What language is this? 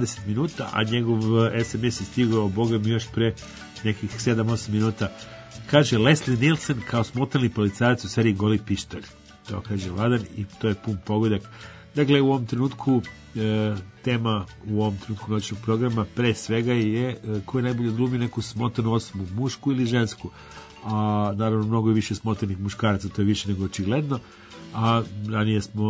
Serbian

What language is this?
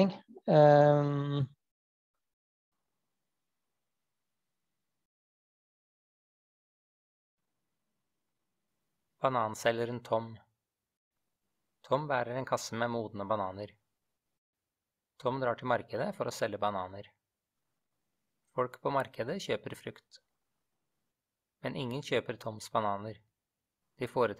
Norwegian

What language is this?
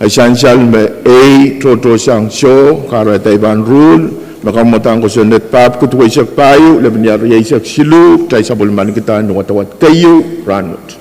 Pohnpeian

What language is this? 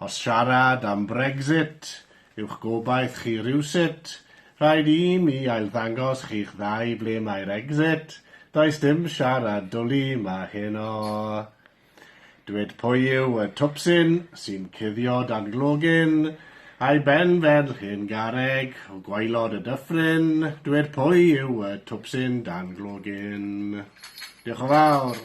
Welsh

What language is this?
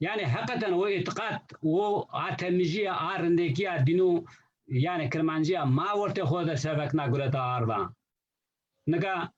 Zaza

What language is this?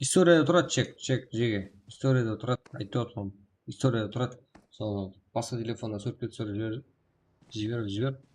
Kara-Kalpak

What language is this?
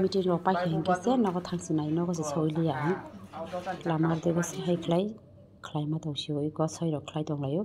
Kok Borok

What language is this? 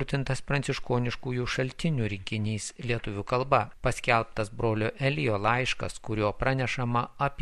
Lithuanian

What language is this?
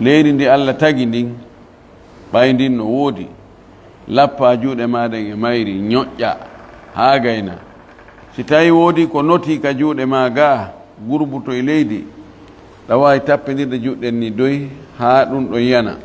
Fula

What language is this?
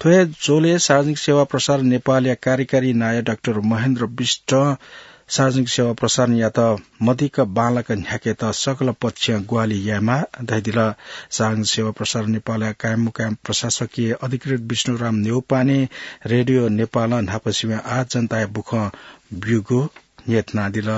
Newari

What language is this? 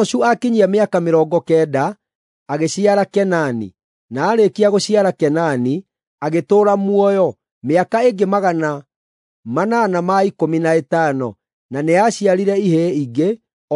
Kikuyu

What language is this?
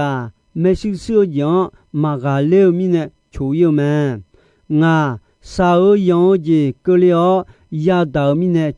Akha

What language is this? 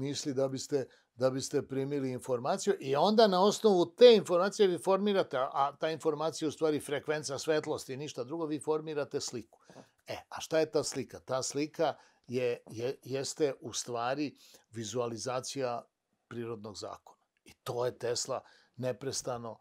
Serbian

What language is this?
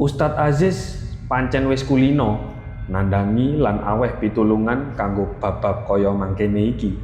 Javanese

